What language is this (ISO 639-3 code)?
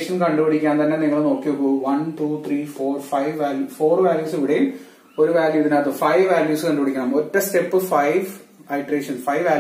mal